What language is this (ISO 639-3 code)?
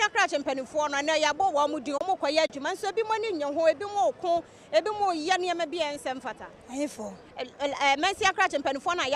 aka